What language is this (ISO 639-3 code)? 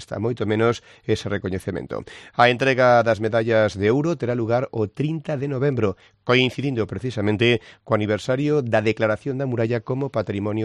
glg